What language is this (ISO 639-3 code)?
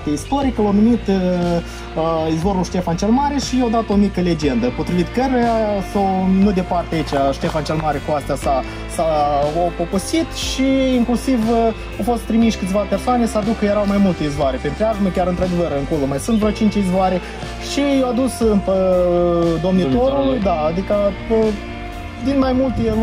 ron